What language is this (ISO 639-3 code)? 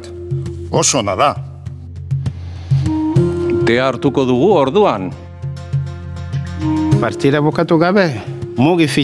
eus